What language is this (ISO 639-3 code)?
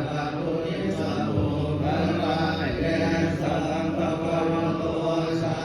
pli